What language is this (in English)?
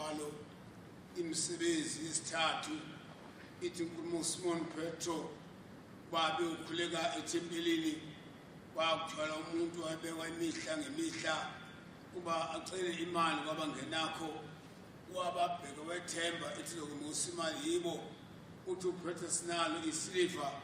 Zulu